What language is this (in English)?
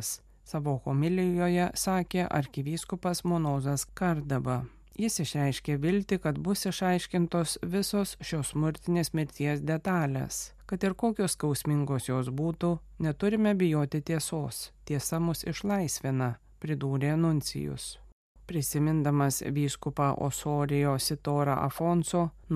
Lithuanian